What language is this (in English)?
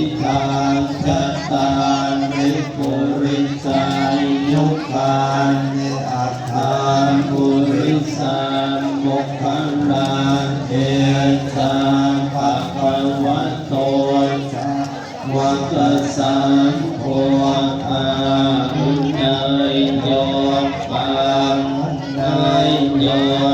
Pali